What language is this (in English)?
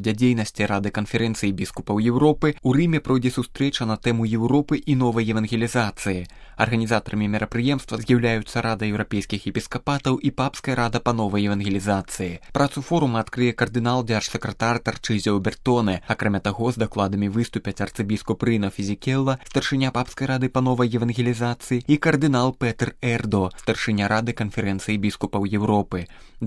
Belarusian